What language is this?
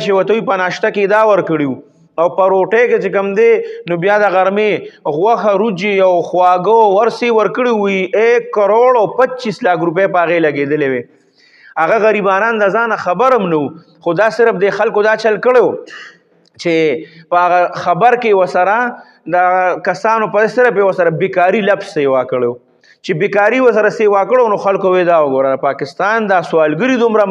Pashto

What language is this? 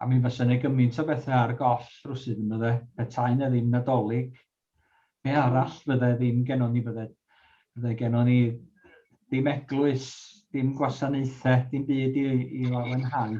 Welsh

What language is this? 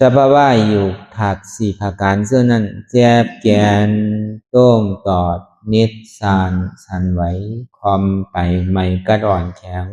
Lü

